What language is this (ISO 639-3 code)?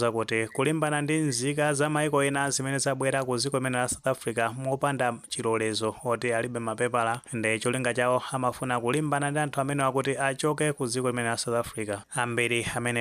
nya